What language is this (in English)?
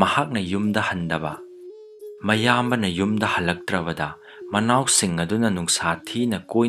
Manipuri